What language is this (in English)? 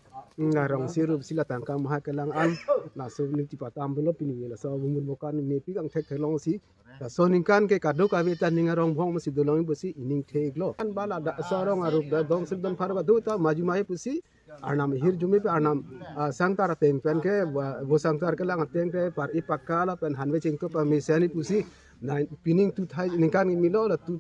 Karbi